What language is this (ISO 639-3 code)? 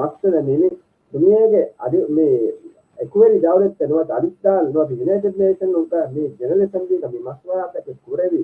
div